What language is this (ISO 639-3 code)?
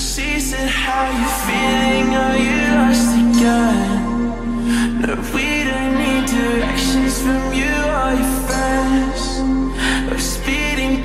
eng